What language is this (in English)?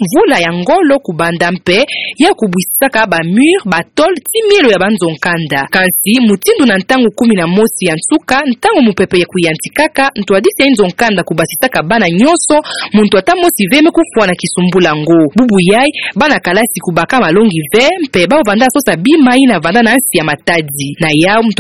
Kituba (Democratic Republic of Congo)